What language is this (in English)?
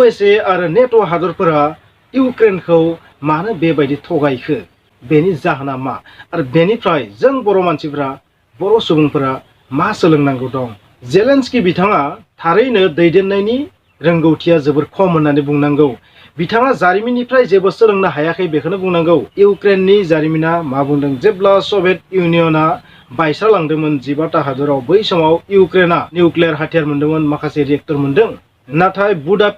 Bodo